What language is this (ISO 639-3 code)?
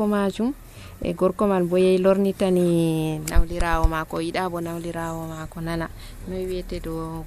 fuv